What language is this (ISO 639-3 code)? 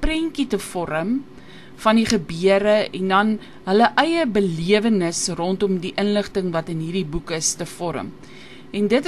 afr